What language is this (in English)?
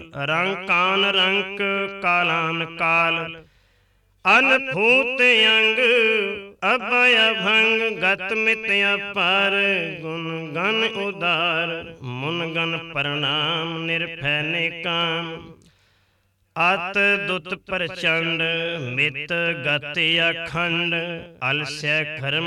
Punjabi